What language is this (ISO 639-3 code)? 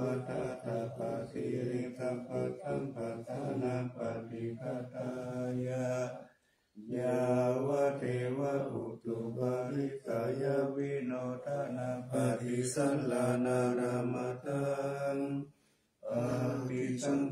pli